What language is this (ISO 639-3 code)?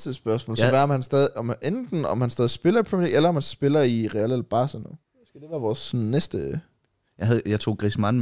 dan